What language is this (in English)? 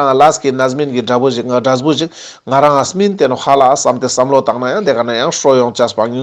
Ladakhi